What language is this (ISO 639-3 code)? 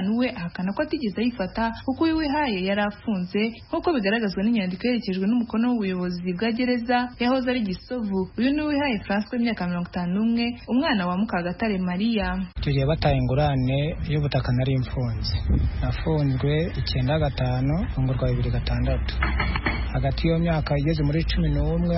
kin